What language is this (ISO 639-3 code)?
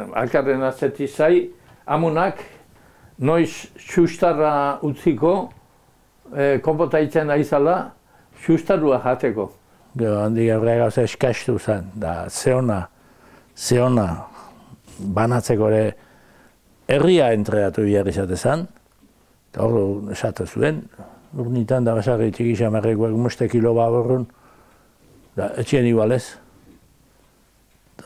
eus